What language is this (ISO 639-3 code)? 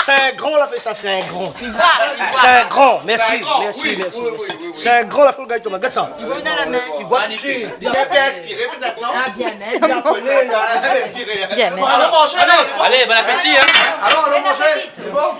rcf